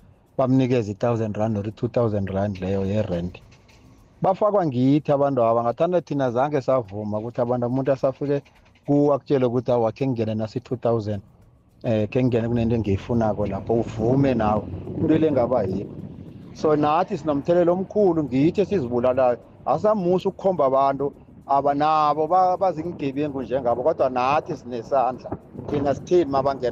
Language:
South Ndebele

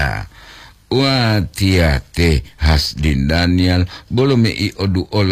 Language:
Gorontalo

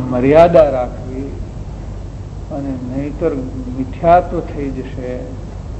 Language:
Gujarati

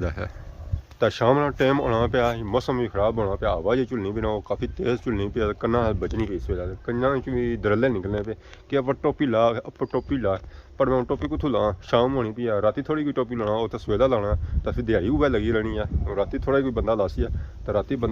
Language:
Pahari-Potwari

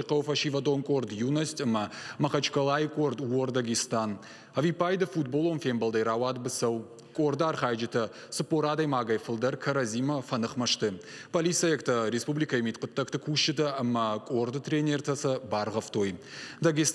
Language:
Ossetic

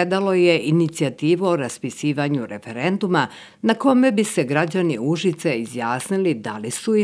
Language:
Serbian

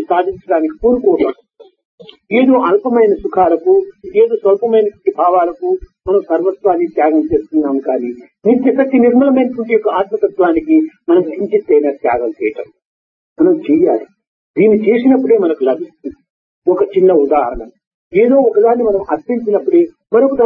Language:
Telugu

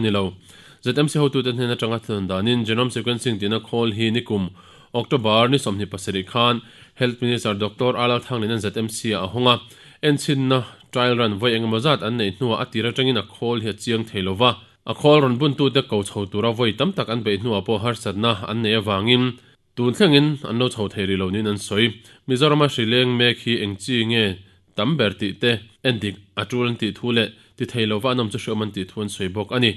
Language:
Mizo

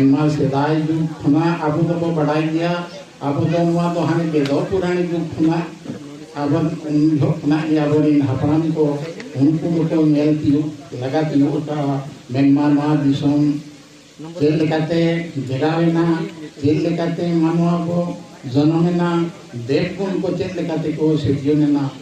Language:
Santali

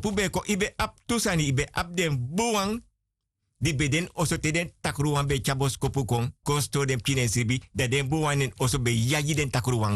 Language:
Sranan Tongo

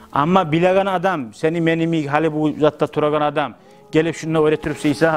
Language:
Kumyk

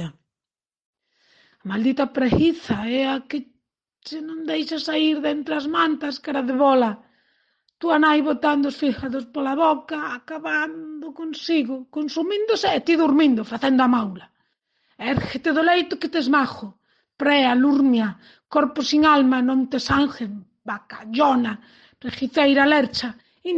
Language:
Galician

